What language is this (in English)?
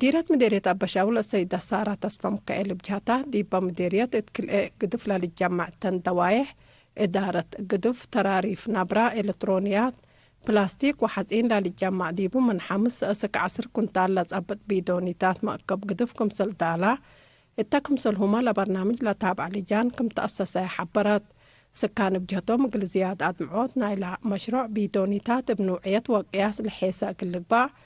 Tigre